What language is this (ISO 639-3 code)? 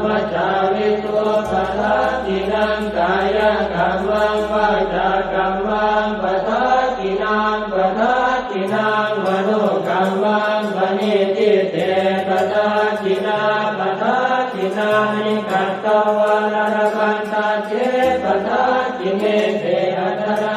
pli